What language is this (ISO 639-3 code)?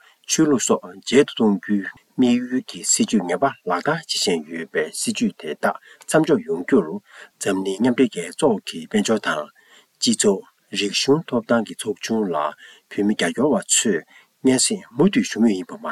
bod